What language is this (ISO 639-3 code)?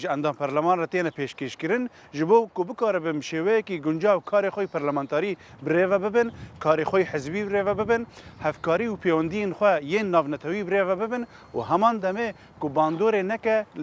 kur